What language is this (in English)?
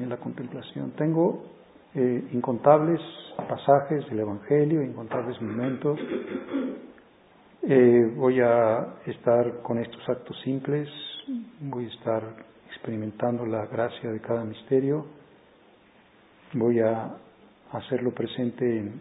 Spanish